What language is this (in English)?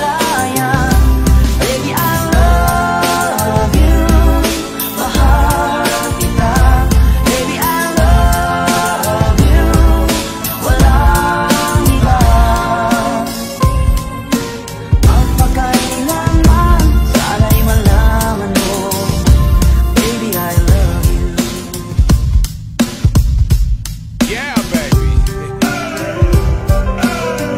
Filipino